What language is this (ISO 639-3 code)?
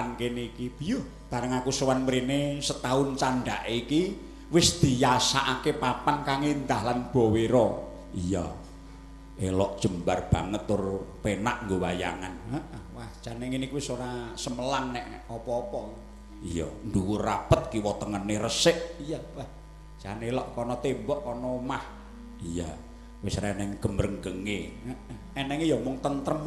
jav